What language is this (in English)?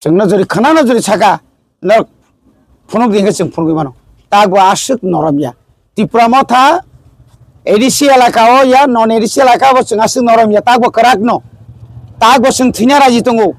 Kok Borok